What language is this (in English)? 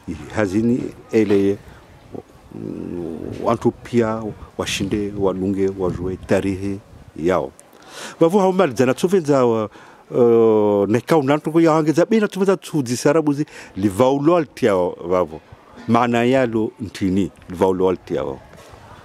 Swahili